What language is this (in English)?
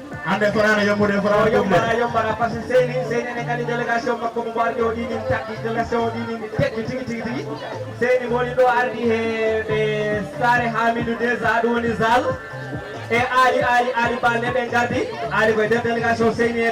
Fula